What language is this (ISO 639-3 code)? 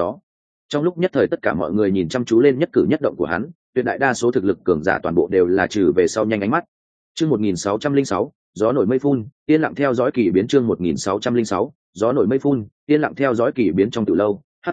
vie